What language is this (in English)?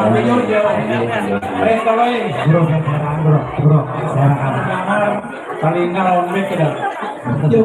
Banjar